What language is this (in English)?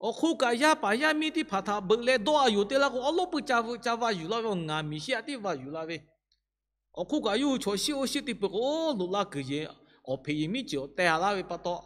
Lahu